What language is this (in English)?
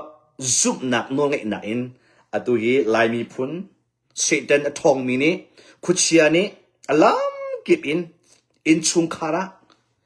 Hakha Chin